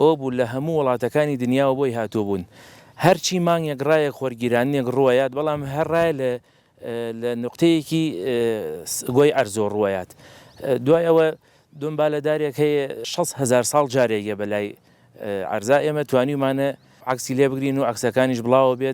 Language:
Central Kurdish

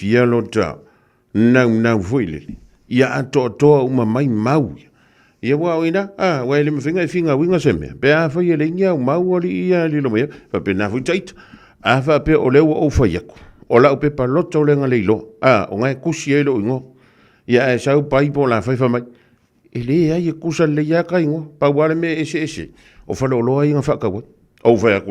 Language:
Samoan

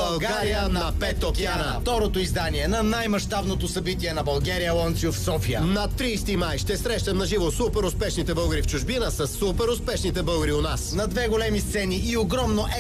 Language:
Bulgarian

